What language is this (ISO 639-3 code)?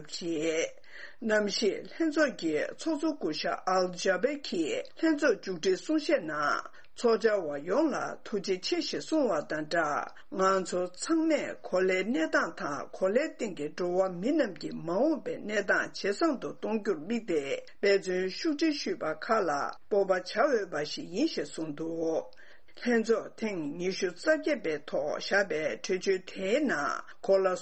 bod